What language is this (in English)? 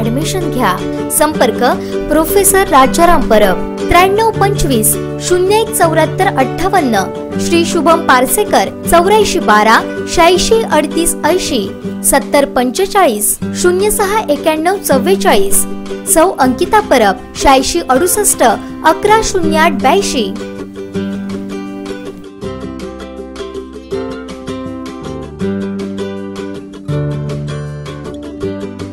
Marathi